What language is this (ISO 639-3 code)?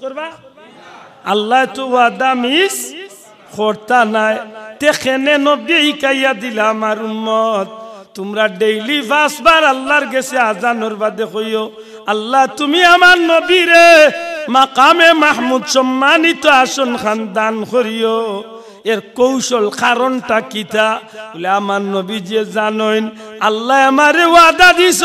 syl